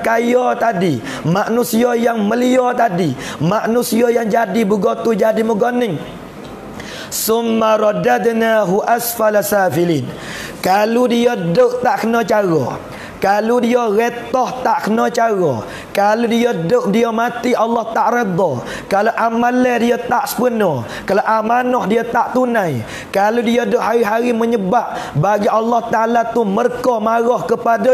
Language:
Pattani Malay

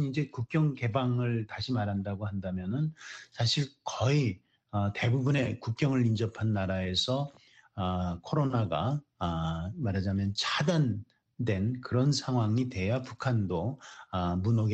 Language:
Korean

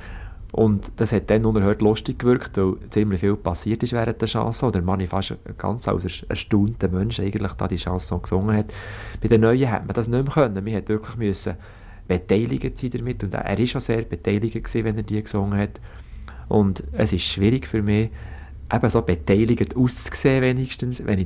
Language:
Swiss German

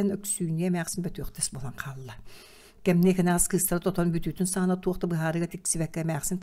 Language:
Yakut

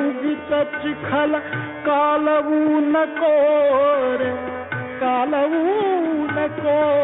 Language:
Marathi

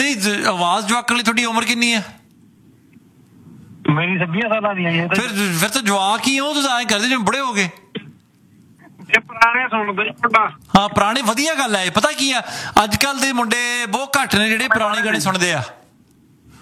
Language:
Punjabi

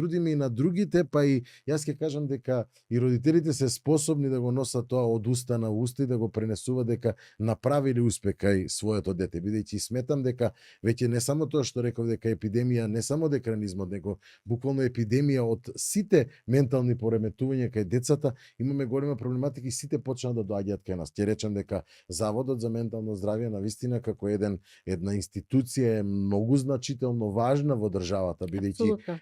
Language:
Macedonian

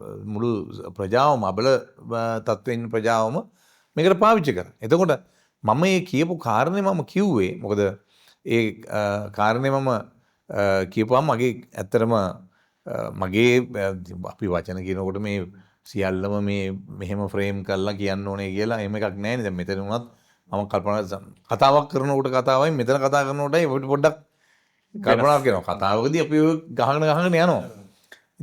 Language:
Sinhala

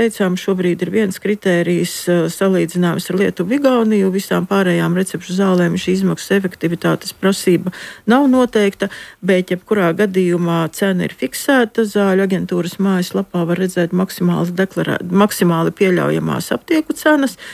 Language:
Latvian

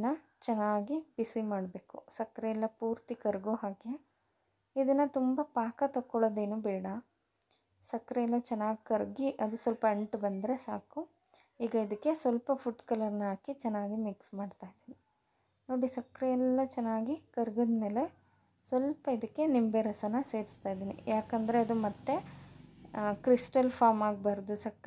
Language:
Kannada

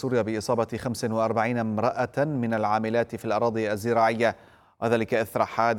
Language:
Arabic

